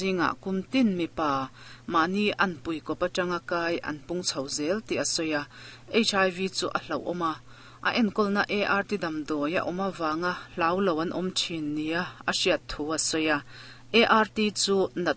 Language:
Mizo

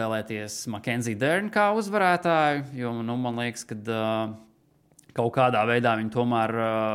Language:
Latvian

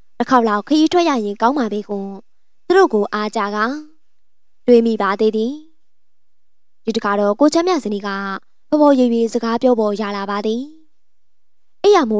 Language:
Burmese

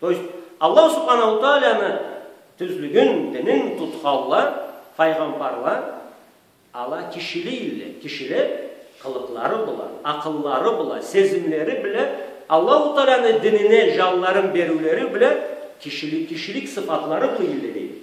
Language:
Karachay-Balkar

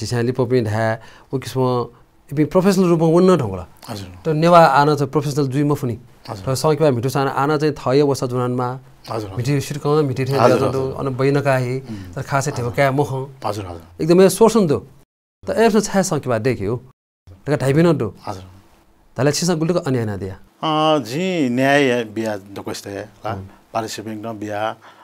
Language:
Newari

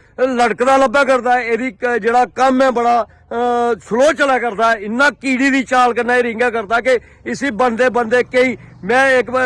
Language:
Dogri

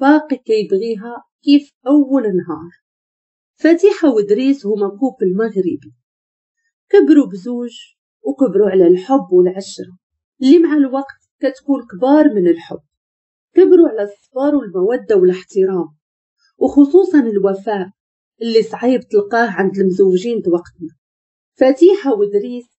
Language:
Moroccan Arabic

